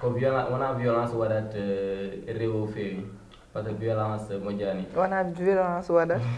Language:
Fula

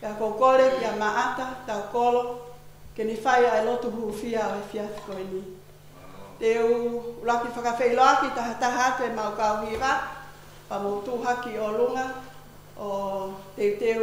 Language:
Tongan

